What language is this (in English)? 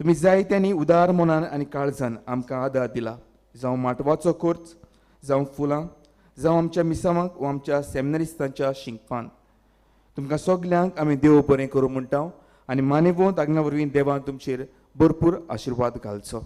Konkani